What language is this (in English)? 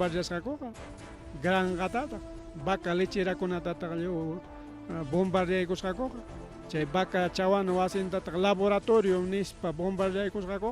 Ayacucho Quechua